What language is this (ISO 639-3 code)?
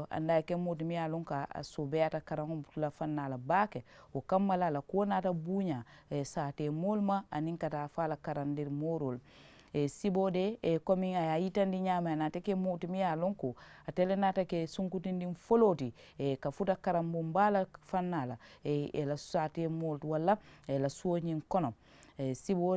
man